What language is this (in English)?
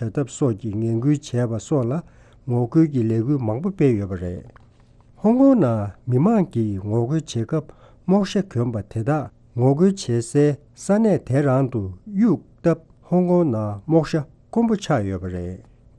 Tibetan